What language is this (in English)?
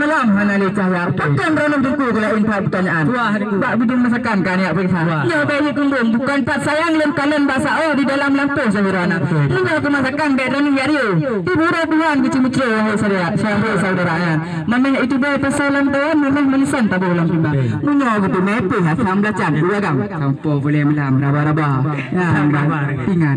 Achinese